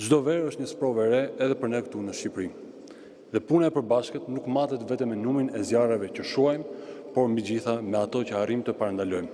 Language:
Albanian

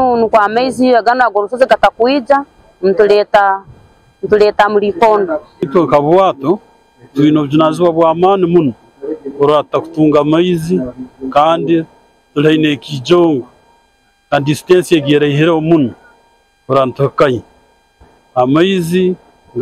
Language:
Nyankole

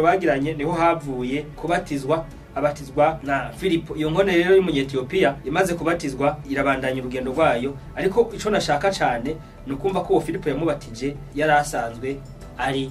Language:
Rundi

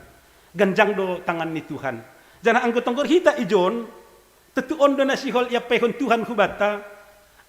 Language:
Batak Simalungun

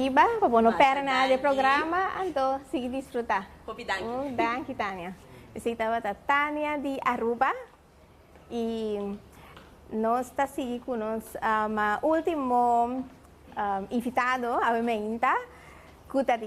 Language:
Papiamento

